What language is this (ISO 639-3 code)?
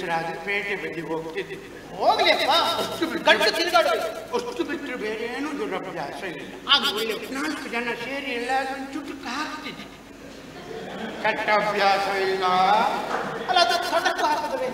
kan